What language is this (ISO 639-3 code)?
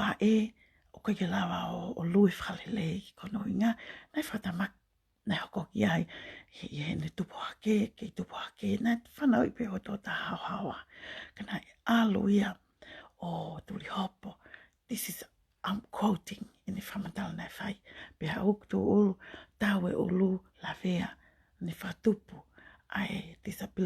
ton